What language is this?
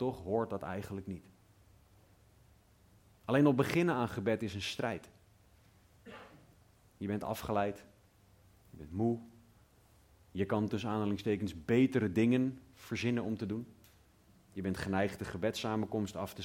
Dutch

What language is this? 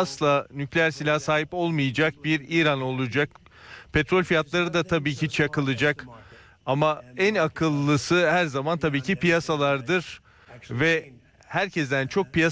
Turkish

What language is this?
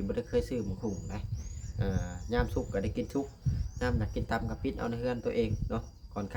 Lao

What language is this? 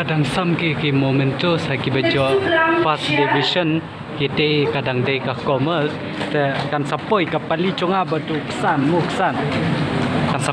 Khasi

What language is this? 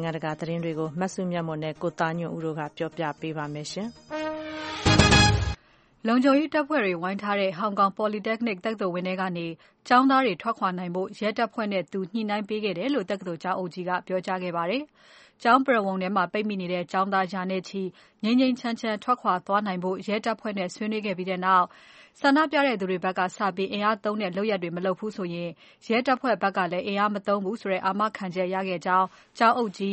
Burmese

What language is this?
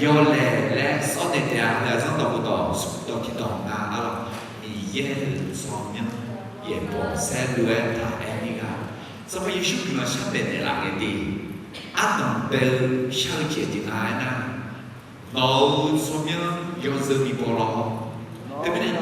Akha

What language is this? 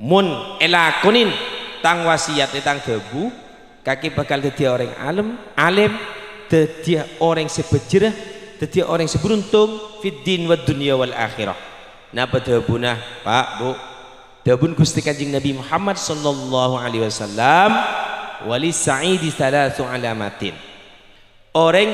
Madurese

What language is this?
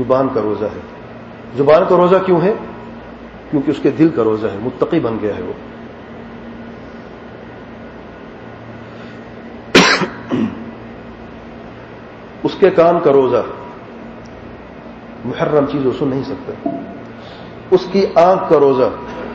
Urdu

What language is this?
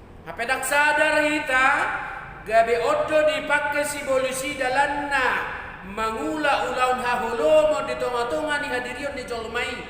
Batak Toba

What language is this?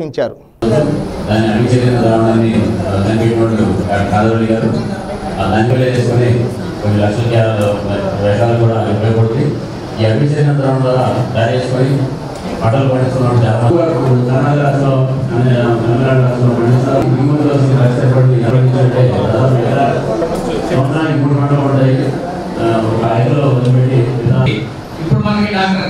Telugu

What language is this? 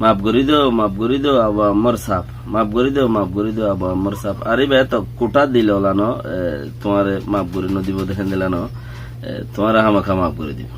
Rohingya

